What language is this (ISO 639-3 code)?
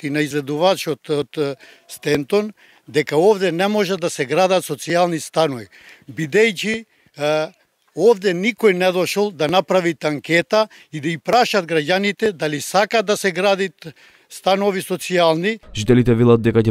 mkd